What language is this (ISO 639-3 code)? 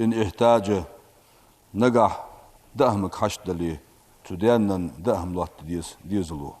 inh